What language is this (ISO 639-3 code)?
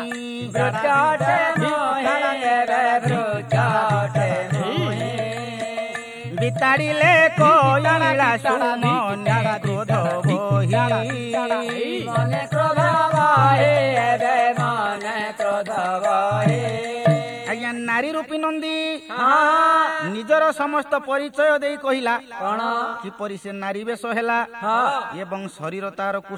ori